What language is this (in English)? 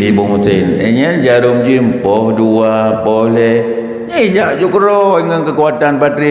Achinese